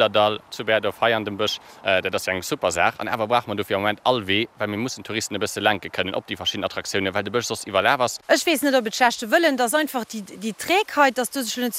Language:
Luxembourgish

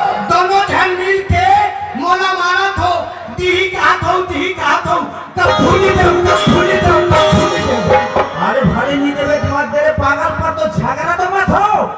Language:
Chhattisgarhi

